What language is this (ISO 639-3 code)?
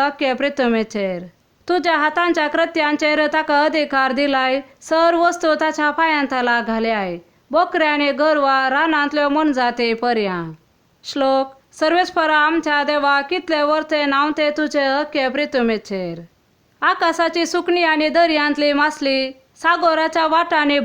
kok